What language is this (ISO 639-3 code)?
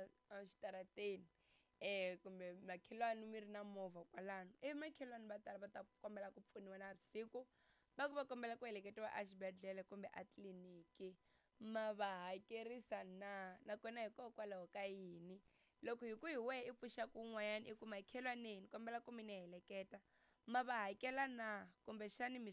tso